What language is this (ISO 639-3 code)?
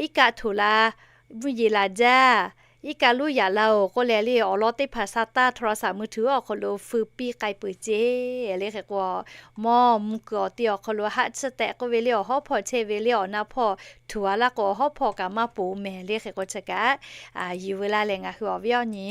lhu